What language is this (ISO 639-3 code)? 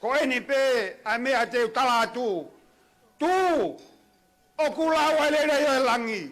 ton